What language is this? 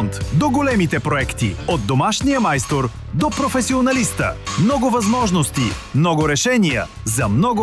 Bulgarian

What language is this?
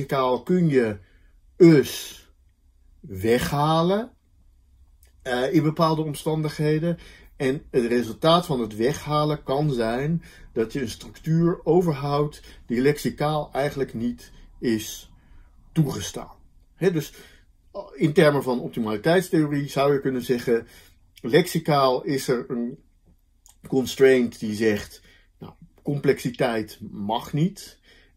Dutch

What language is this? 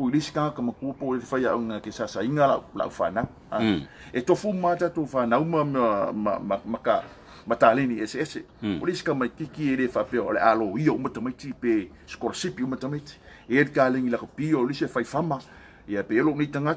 Samoan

